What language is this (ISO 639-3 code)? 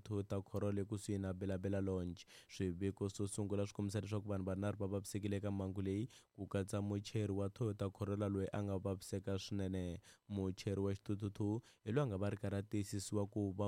tso